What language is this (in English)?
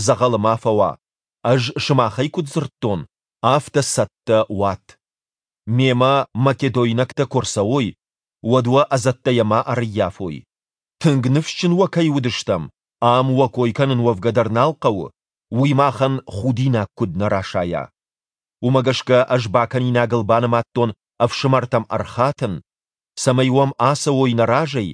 Ossetic